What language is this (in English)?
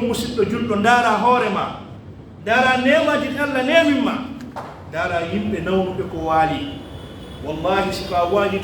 Pular